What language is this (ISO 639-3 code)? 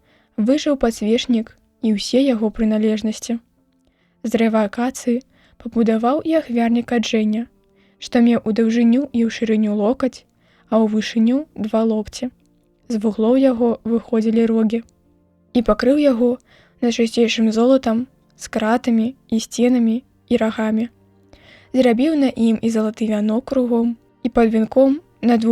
bel